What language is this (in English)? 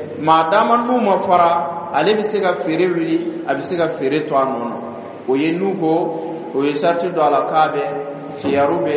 Dyula